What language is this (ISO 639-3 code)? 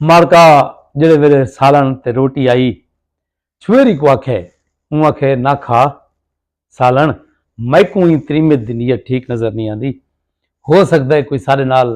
skr